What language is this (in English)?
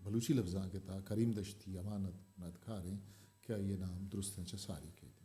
Eastern Balochi